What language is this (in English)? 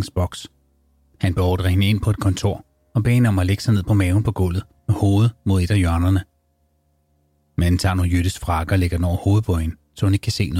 Danish